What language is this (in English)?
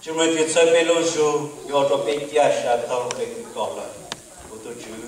Hmong